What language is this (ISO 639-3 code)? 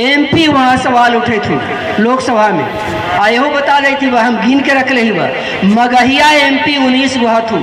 mag